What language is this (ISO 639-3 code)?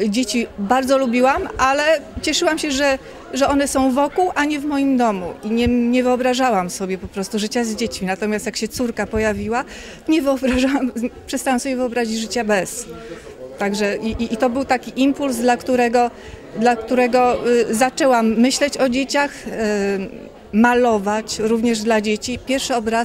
pol